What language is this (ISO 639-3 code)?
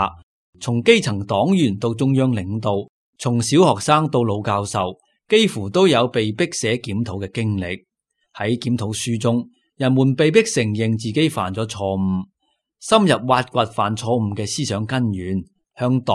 yue